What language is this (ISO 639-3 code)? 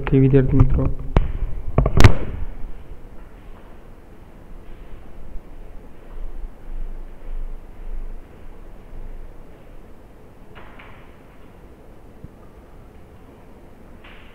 guj